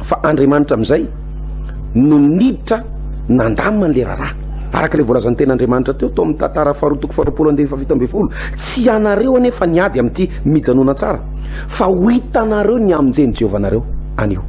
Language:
Malagasy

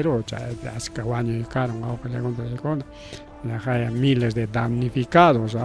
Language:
Ayacucho Quechua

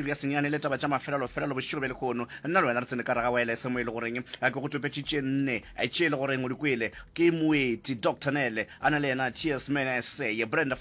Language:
Northern Sotho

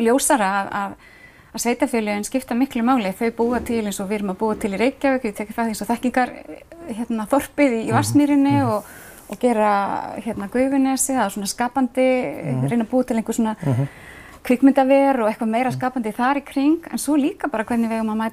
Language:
Icelandic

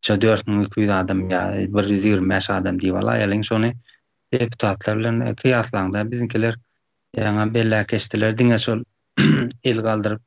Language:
Turkmen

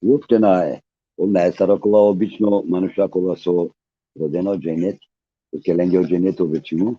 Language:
Balkan Romani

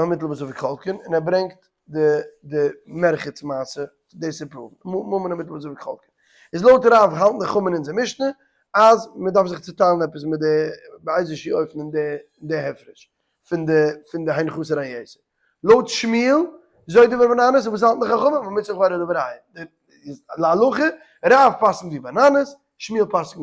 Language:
Yiddish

